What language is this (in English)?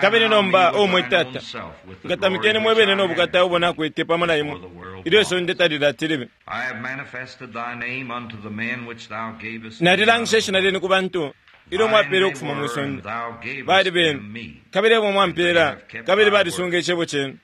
Bemba